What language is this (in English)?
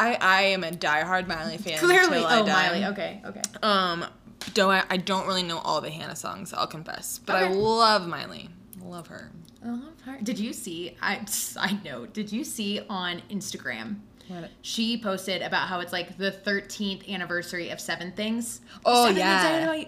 English